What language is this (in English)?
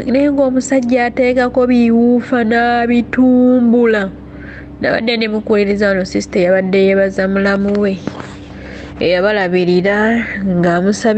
Ganda